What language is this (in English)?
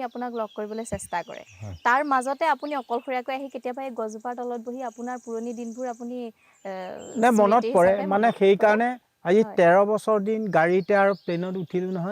Assamese